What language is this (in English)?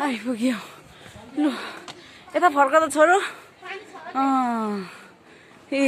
Nepali